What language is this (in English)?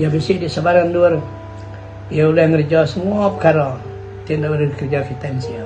Iban